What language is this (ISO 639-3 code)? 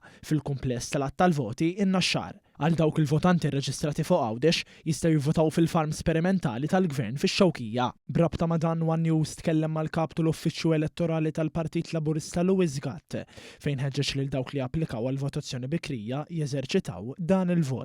mlt